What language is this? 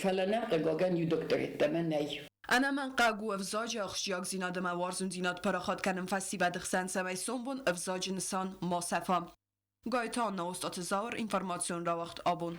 Ossetic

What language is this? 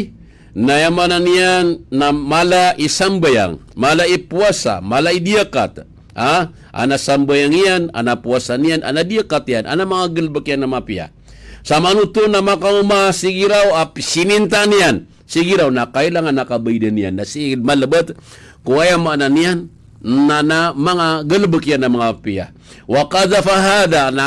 Maranao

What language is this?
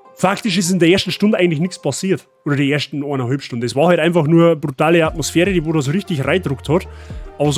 Bavarian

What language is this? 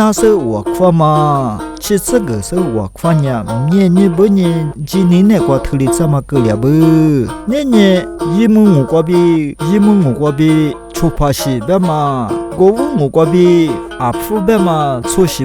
Lisu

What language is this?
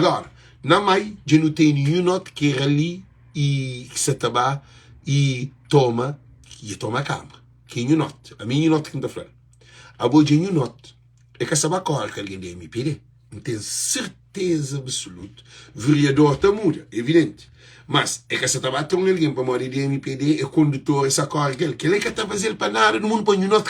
Kabuverdianu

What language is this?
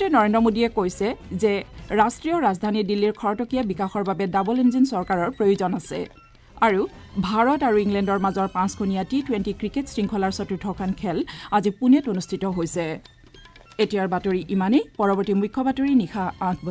Assamese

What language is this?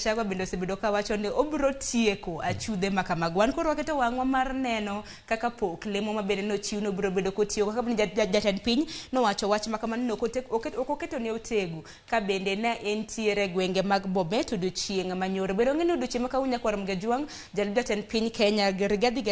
Luo (Kenya and Tanzania)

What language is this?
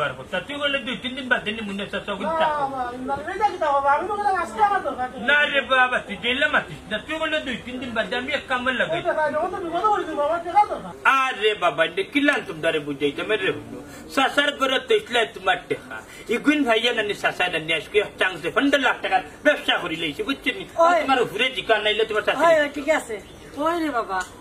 Sylheti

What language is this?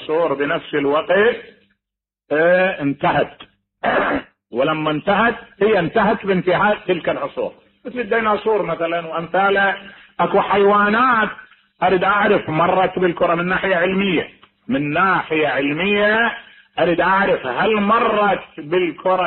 Mesopotamian Arabic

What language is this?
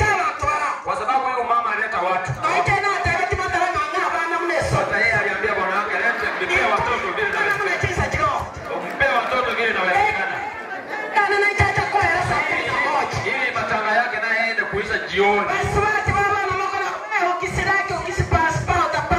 Gusii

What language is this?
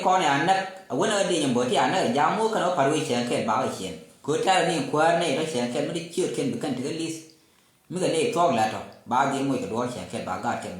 Nuer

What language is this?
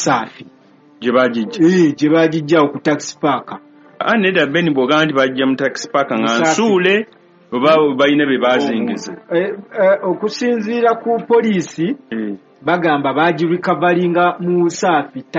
Ganda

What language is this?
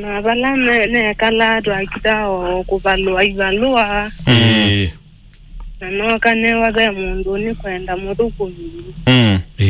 Kamba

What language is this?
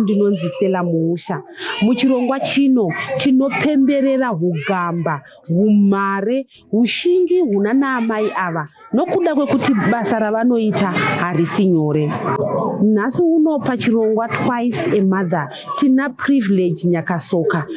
Shona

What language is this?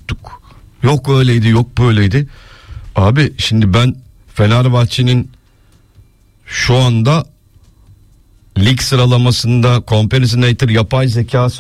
Turkish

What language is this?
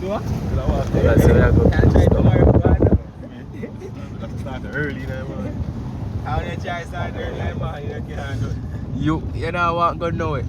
Jamaican Creole English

